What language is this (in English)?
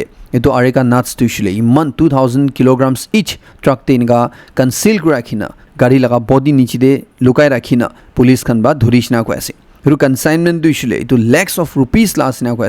Naga Pidgin